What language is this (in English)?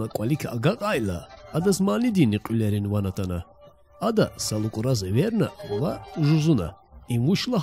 Lezghian